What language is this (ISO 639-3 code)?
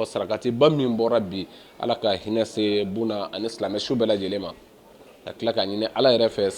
bam